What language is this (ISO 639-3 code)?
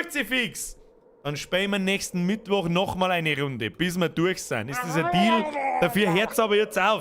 bar